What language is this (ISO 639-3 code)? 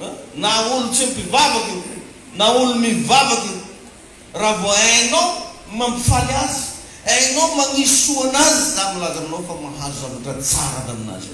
mlg